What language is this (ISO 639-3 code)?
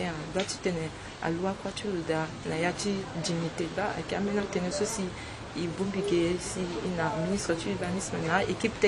sag